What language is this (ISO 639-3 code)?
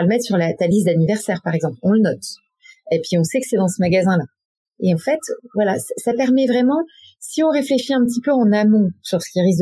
fra